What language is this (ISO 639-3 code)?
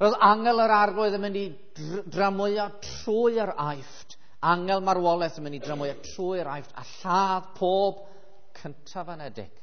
cym